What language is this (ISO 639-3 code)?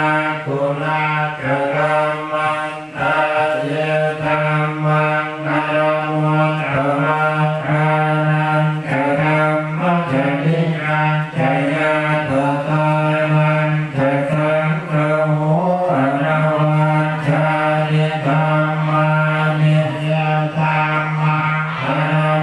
pli